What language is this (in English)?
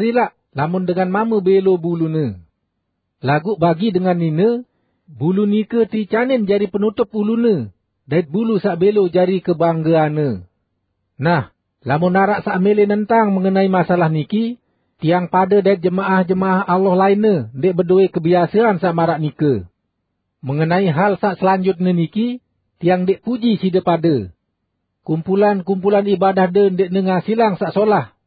Sasak